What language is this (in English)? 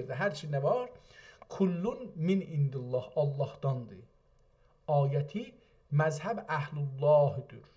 South Azerbaijani